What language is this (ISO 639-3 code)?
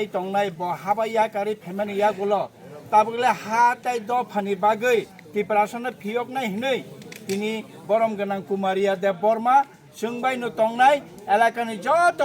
trp